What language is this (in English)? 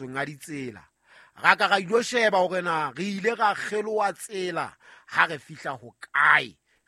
Southern Sotho